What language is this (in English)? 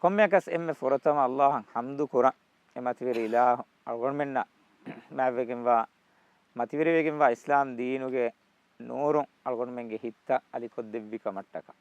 Divehi